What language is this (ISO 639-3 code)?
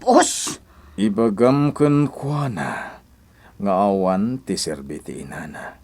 ilo